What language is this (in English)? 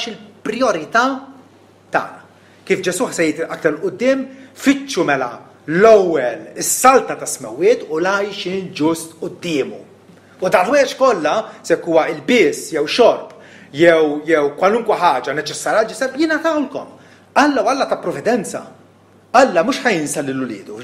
Maltese